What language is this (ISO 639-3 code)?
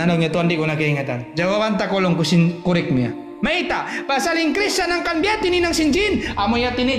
tsg